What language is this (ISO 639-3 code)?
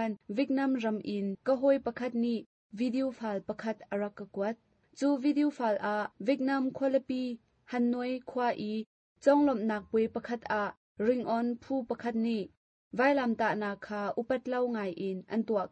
cnh